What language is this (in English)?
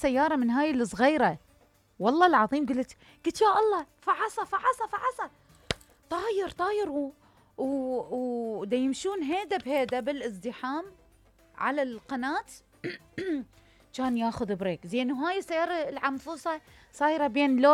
Mesopotamian Arabic